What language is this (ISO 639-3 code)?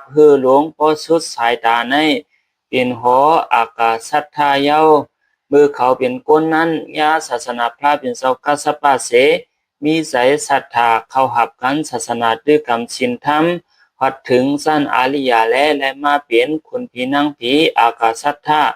shn